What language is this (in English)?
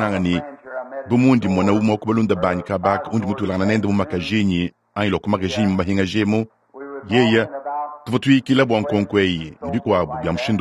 Luba-Lulua